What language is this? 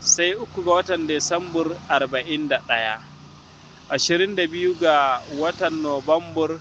Hausa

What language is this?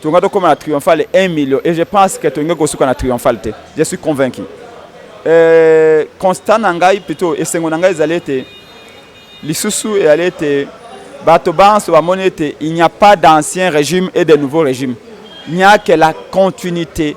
Lingala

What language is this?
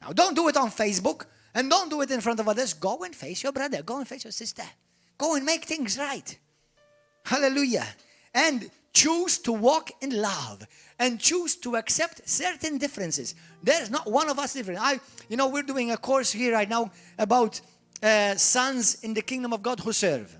English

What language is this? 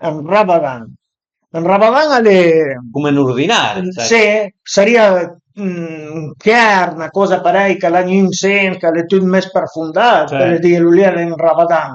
Piedmontese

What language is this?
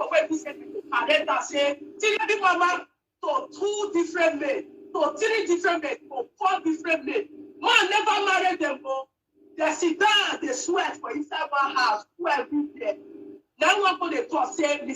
Nigerian Pidgin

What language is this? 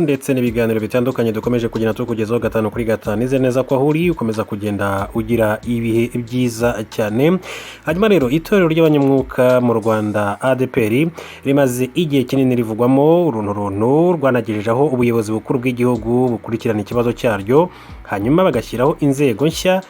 Kinyarwanda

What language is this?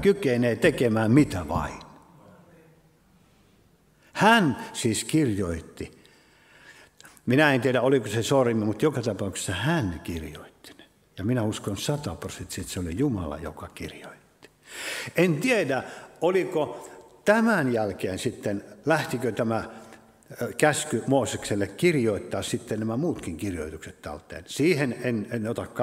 Finnish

